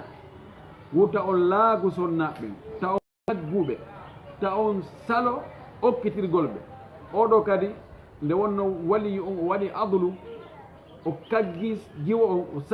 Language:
Fula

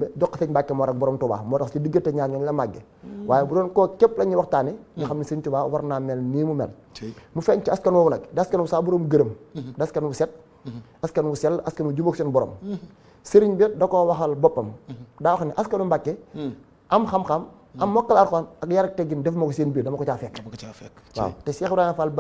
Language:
Wolof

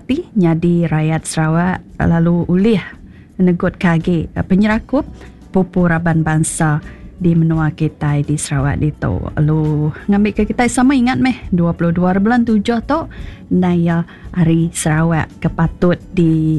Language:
Iban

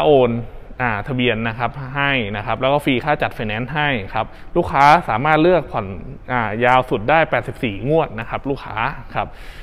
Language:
Thai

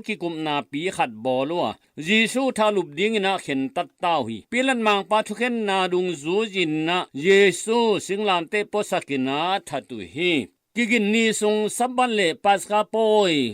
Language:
Tedim Chin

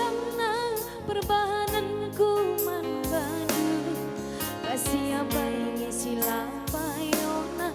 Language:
Batak Karo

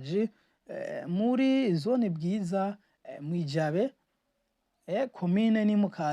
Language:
Rundi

